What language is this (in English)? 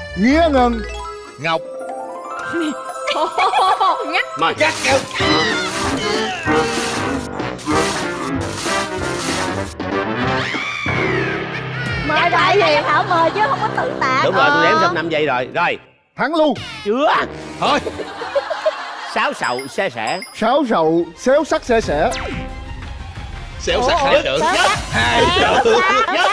Vietnamese